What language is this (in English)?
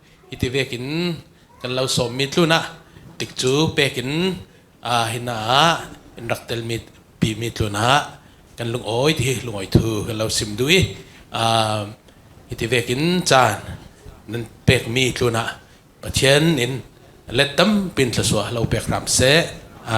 Falam Chin